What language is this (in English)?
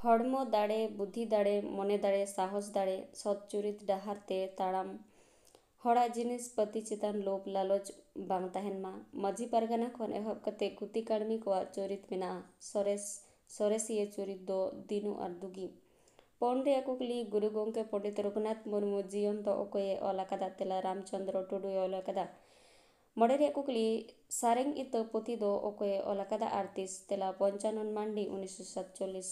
Santali